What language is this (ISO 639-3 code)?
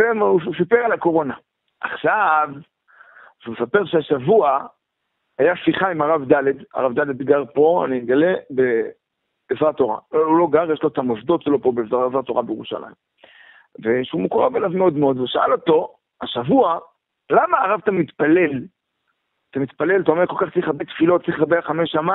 heb